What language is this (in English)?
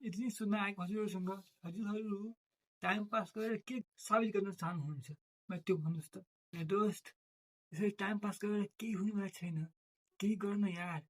Nepali